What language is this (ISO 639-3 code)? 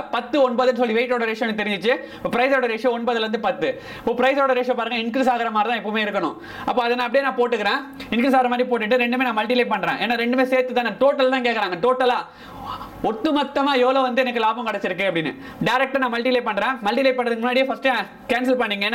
tam